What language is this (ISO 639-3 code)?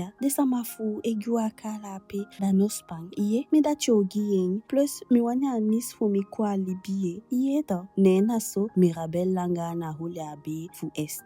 djk